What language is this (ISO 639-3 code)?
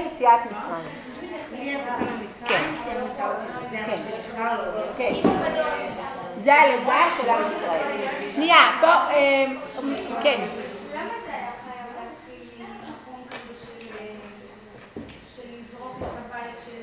heb